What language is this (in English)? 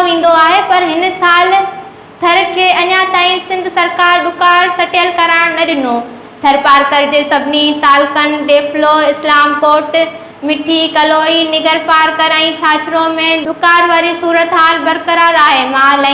Sindhi